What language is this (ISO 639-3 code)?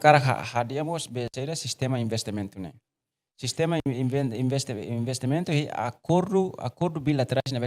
tet